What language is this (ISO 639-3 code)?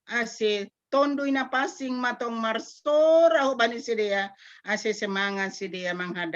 bts